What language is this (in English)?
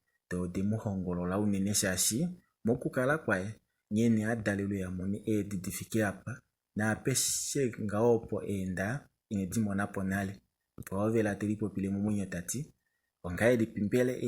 Kuanyama